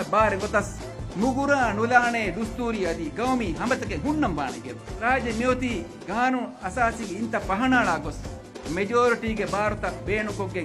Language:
Divehi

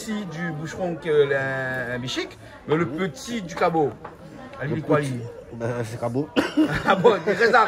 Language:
Réunion Creole French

